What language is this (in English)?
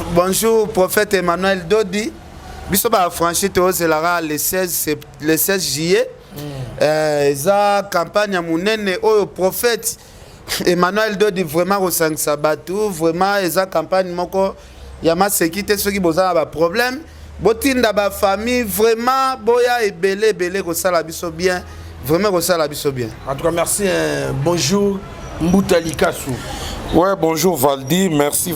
Lingala